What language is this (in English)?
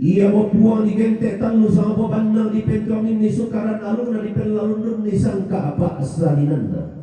Toraja-Sa'dan